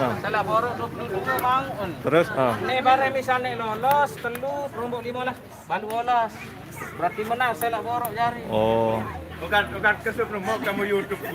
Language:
Sasak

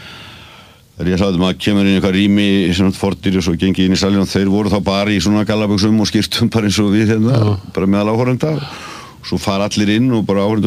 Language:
Icelandic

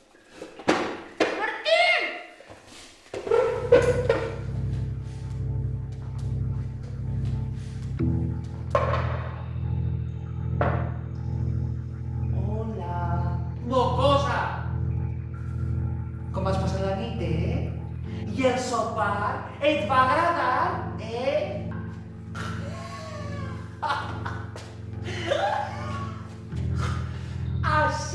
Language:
Catalan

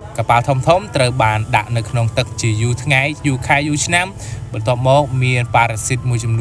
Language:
Khmer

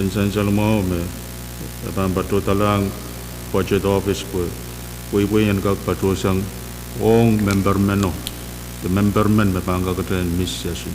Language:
Pohnpeian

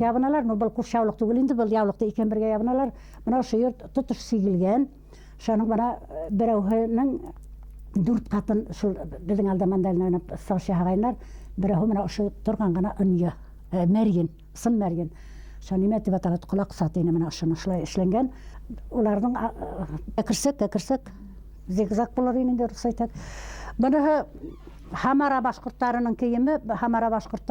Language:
Bashkir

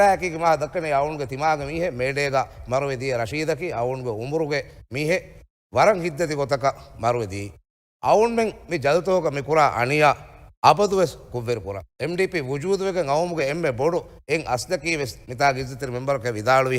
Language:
Divehi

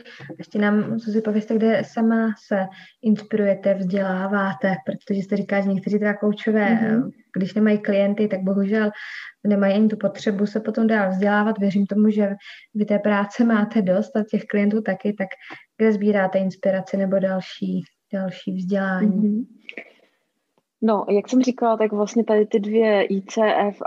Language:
Czech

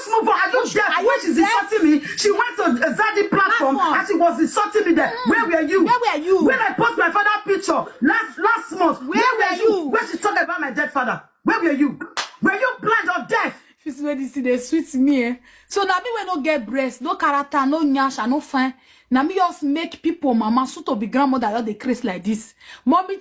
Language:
Nigerian Pidgin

